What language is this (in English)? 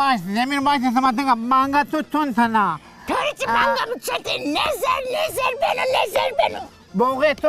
Zaza